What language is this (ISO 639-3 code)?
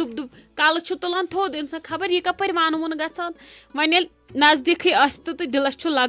kas